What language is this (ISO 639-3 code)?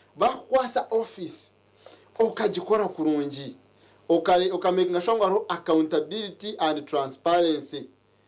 nyn